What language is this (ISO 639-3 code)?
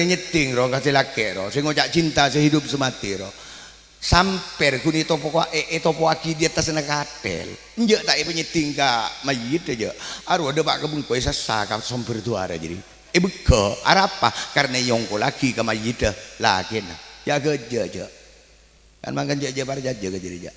mad